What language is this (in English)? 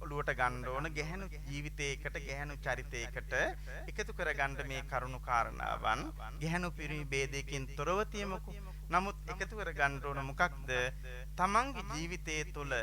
Sinhala